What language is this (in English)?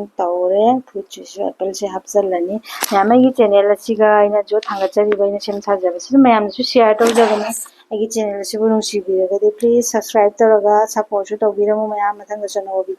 Manipuri